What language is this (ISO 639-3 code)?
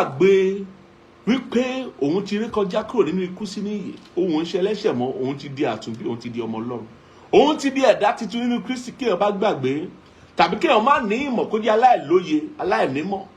yor